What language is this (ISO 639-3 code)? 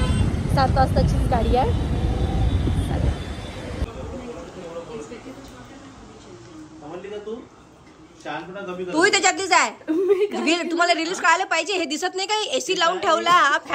mar